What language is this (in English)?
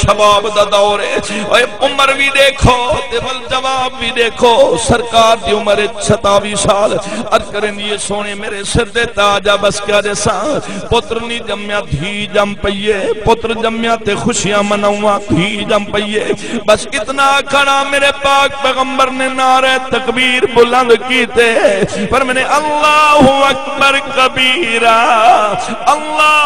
Saraiki